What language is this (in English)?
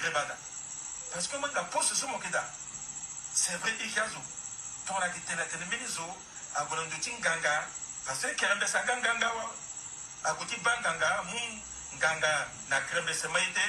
Sango